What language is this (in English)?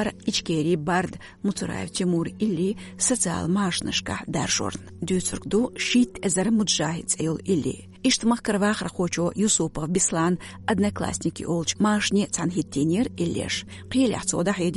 Chechen